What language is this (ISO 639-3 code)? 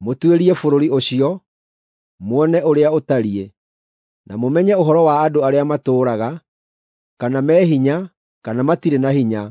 kik